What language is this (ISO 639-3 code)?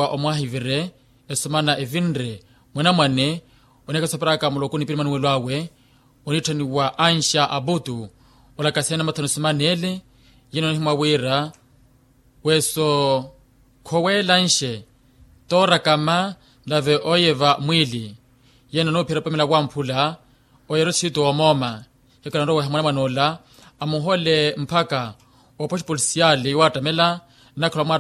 vmw